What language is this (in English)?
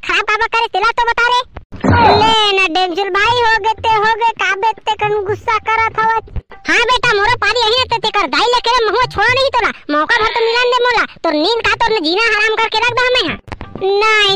Chhattisgarhi